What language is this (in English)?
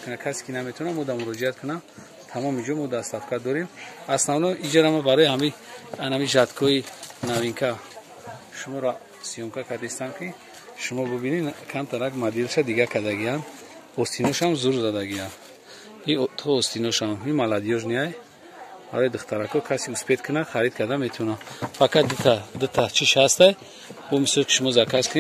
Tajik